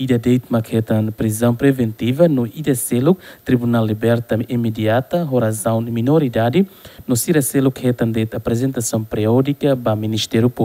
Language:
Tetum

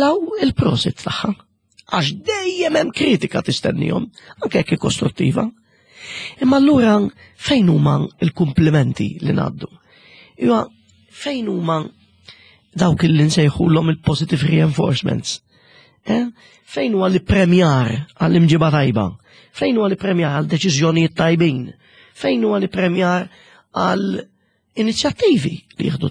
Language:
Maltese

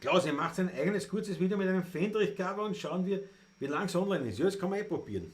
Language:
Bavarian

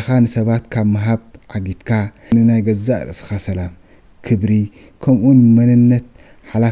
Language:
Tigrinya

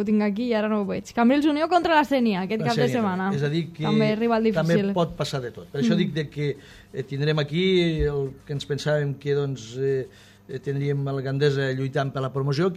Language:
Catalan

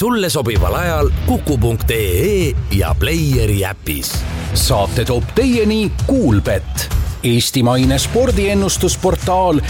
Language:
Estonian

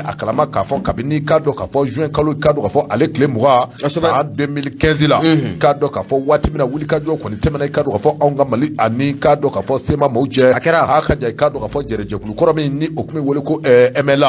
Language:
Bambara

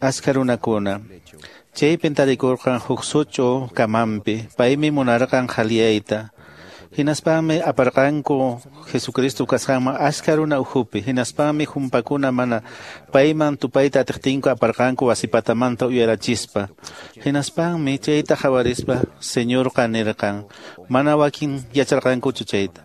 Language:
Quechua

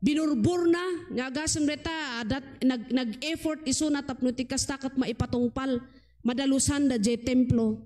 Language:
Iloko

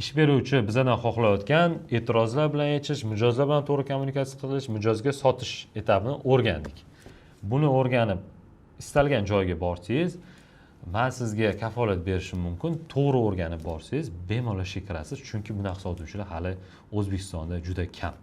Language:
Uzbek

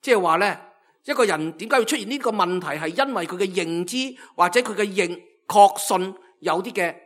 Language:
Cantonese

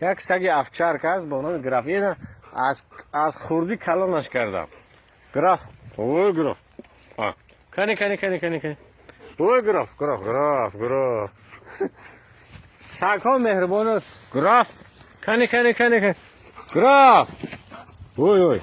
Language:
Tajik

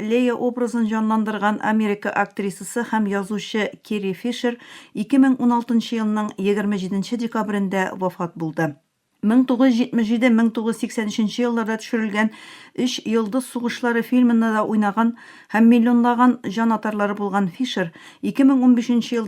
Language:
Tatar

